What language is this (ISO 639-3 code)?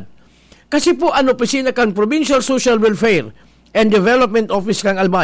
bik